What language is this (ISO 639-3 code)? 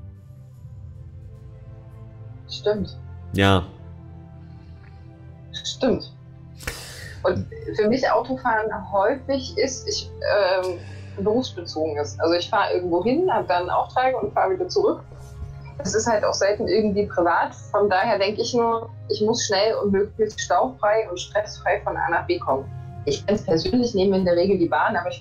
deu